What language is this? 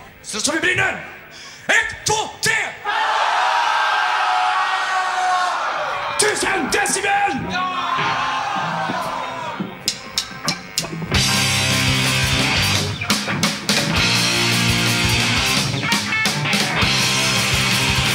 Swedish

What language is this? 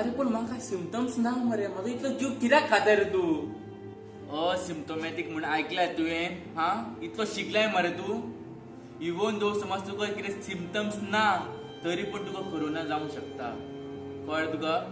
Konkani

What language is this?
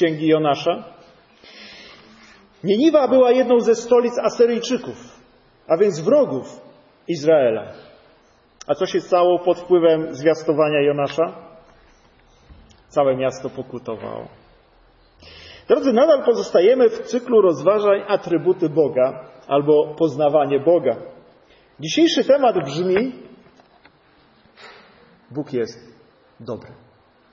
Polish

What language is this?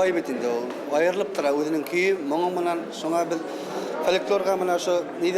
Bashkir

